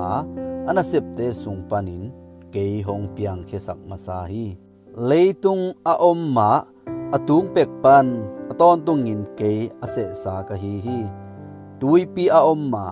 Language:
Tedim Chin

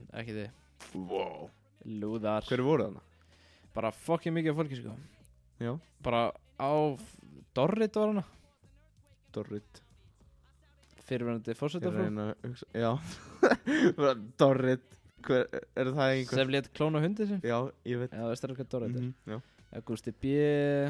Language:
Icelandic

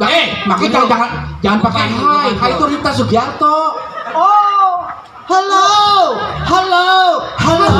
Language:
Betawi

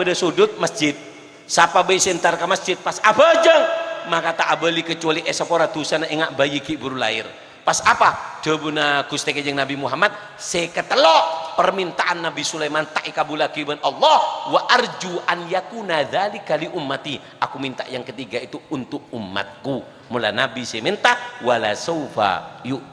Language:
Madurese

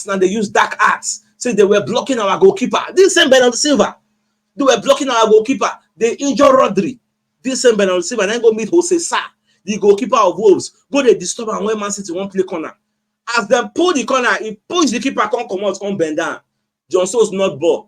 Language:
Nigerian Pidgin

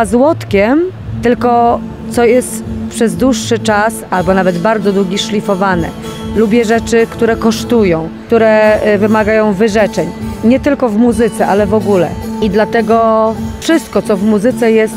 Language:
Polish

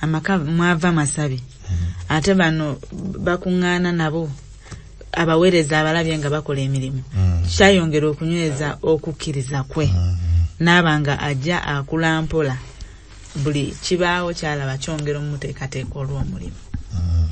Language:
Ganda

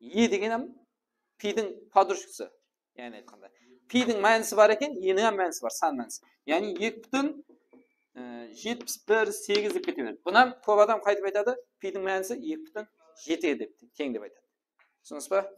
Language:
Kara-Kalpak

